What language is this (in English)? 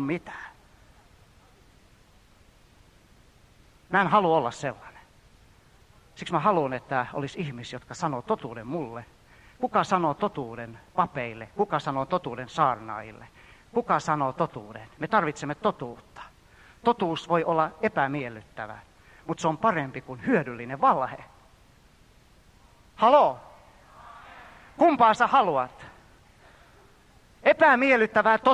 Finnish